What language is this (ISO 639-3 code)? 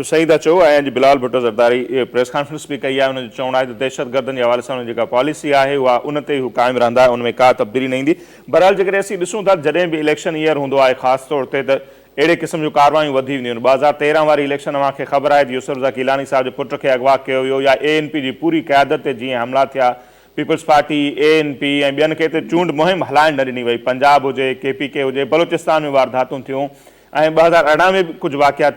snd